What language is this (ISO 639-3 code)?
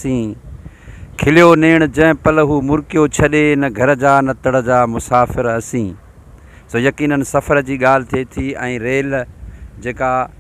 snd